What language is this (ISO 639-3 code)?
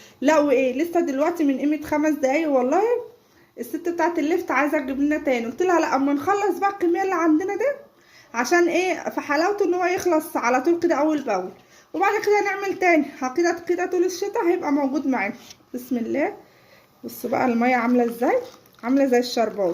arz